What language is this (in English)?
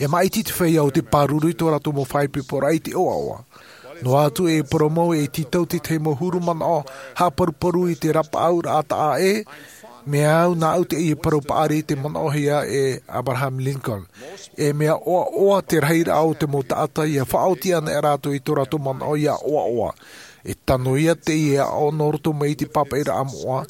Tahitian